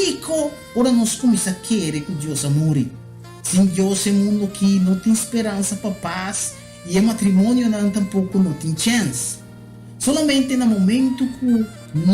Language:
Papiamento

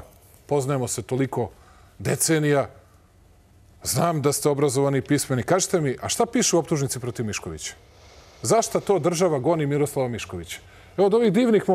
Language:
Serbian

